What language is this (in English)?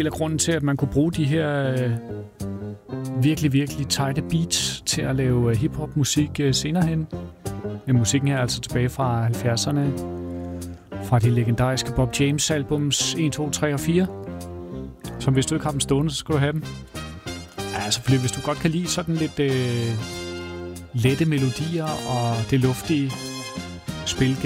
Danish